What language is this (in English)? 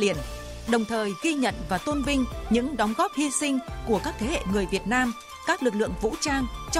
Vietnamese